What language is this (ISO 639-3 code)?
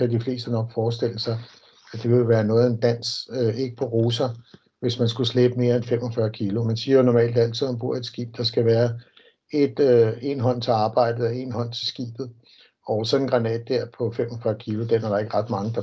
dan